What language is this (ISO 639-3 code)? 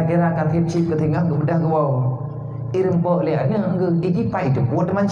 ace